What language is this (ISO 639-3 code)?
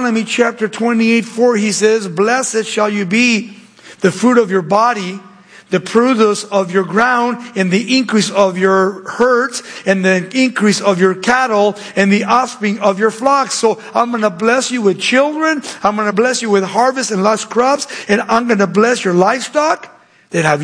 eng